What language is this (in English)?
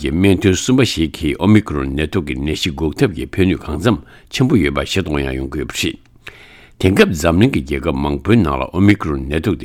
Tibetan